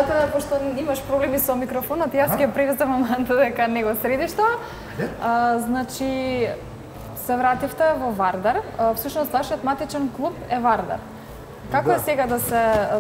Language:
Macedonian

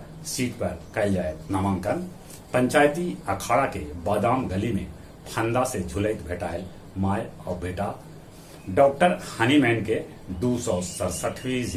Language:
Magahi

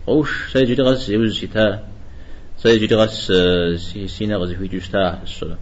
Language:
Kabardian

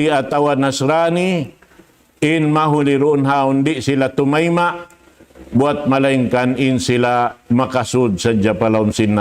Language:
Tausug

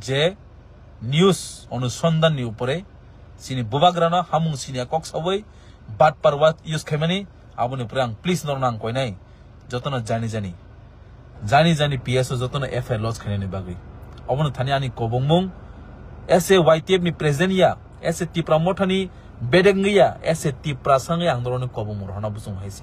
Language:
Kok Borok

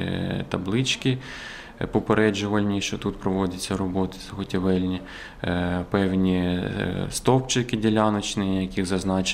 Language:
Ukrainian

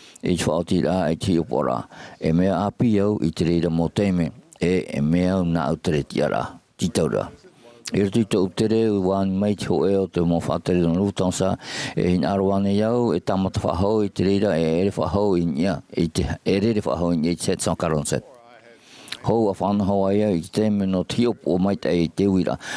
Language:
Tahitian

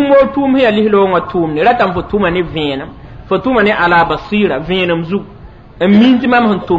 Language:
Mossi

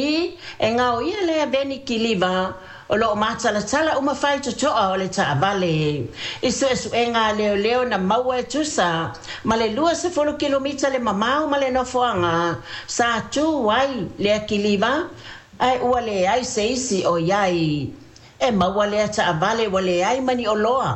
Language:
Samoan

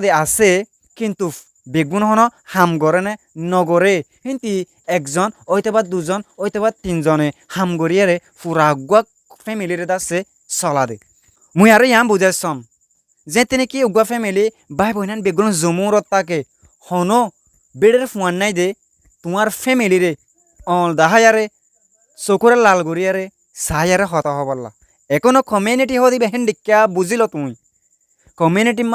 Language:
Rohingya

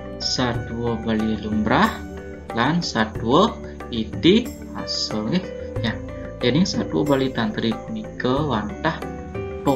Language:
Balinese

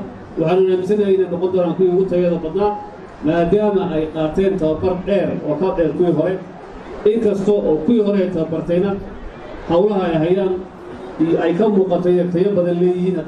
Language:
Somali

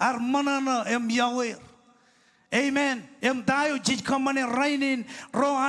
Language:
Marshallese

